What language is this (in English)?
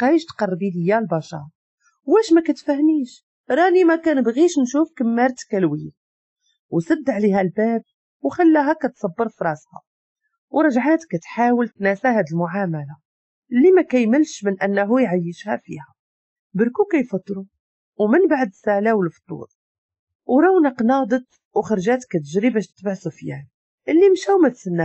Moroccan Arabic